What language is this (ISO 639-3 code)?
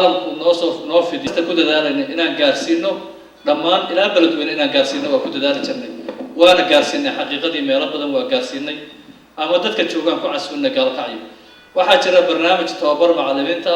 som